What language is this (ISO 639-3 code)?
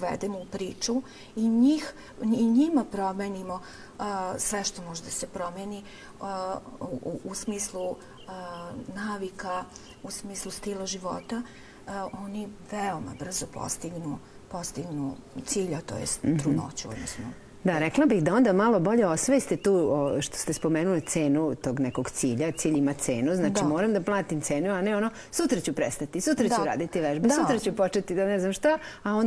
srp